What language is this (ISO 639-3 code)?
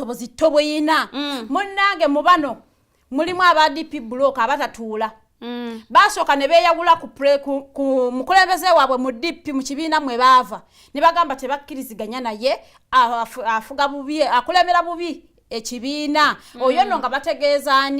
lug